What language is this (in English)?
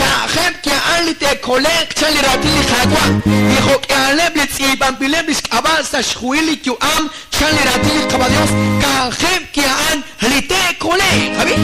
Kekchí